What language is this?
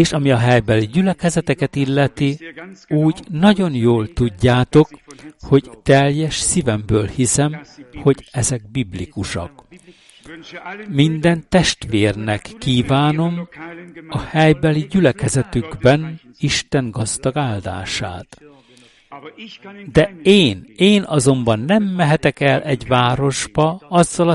Hungarian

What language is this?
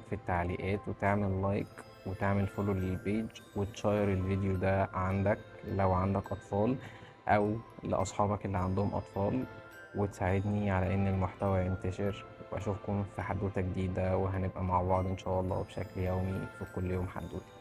Egyptian Arabic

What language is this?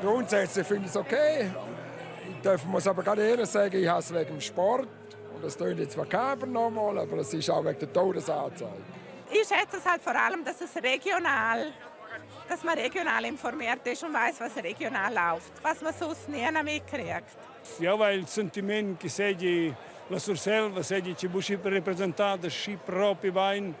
Romansh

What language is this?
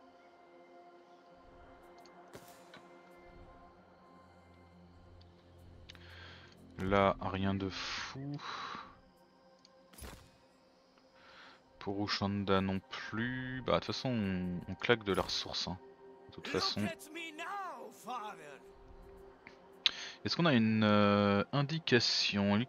French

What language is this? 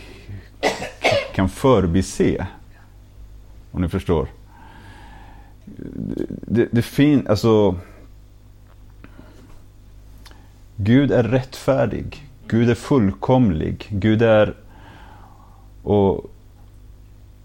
Swedish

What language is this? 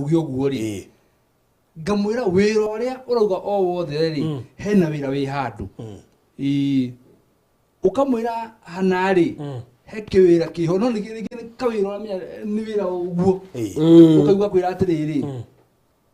Kikuyu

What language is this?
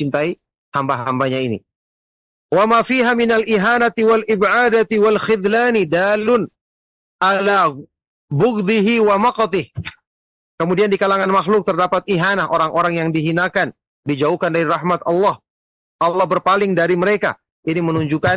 Indonesian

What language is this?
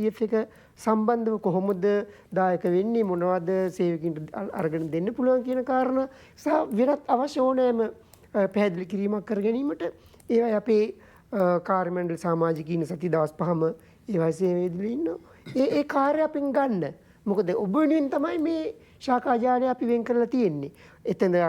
Sinhala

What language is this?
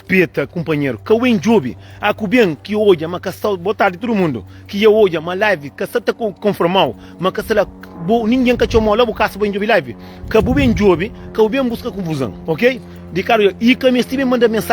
Kabuverdianu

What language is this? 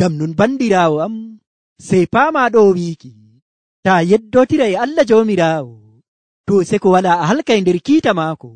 Nigerian Fulfulde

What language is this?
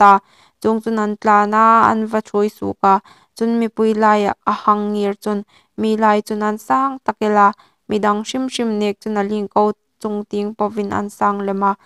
Hmar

